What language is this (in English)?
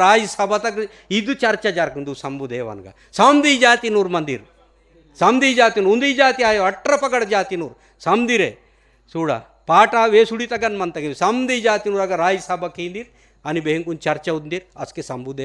Gondi